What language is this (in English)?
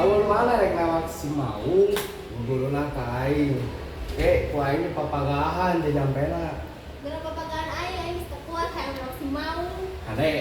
Sundanese